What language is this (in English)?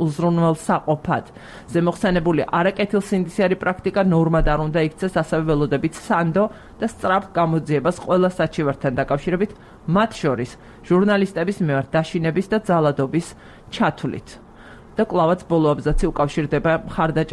Georgian